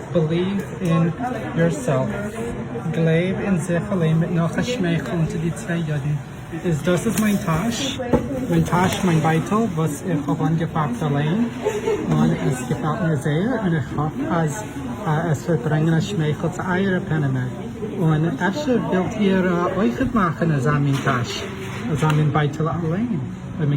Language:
Yiddish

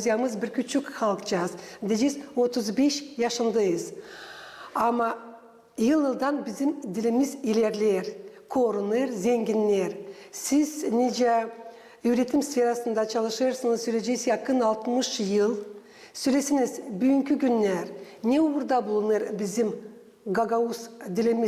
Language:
Gagauz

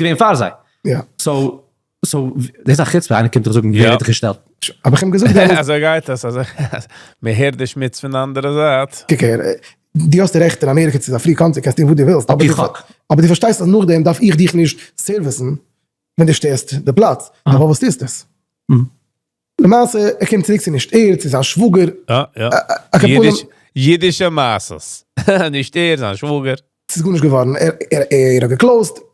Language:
Yiddish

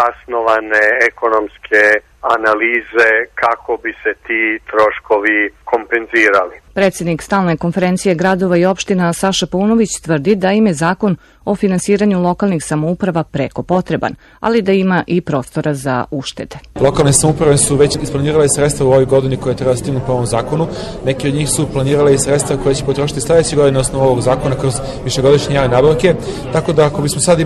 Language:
Serbian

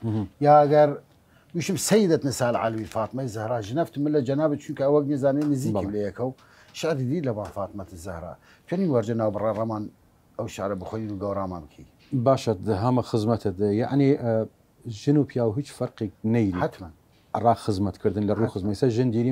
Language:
Southern Kurdish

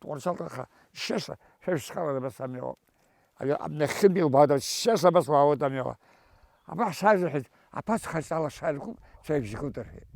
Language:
Abkhazian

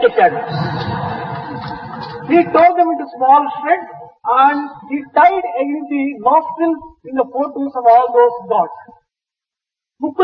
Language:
Telugu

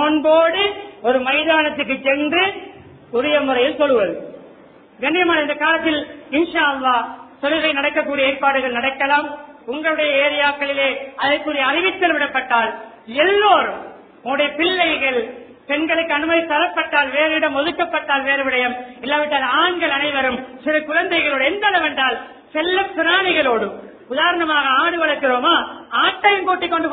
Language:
Tamil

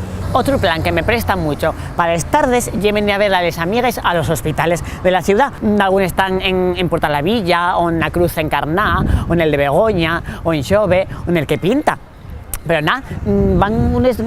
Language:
Asturian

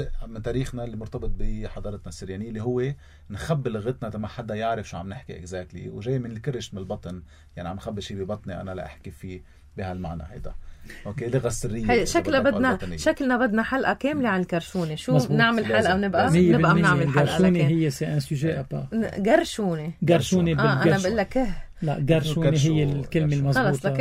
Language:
North Levantine Arabic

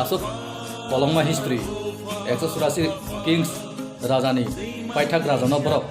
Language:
Kok Borok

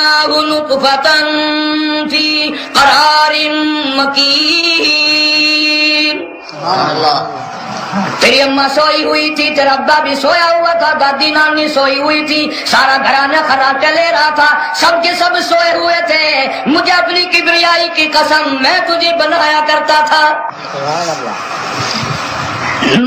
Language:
Urdu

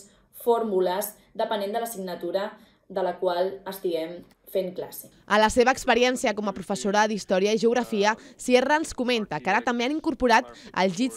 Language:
Catalan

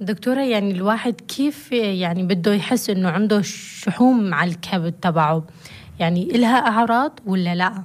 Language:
North Levantine Arabic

